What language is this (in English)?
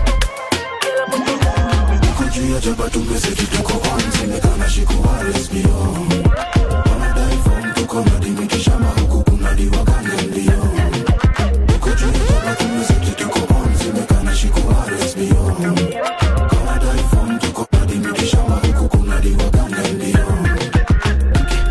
Swahili